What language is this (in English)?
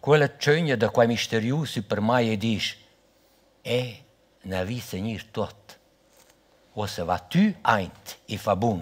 Romansh